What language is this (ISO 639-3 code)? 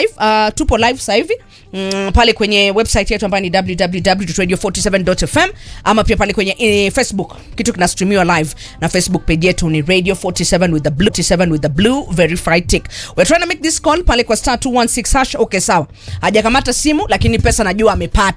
swa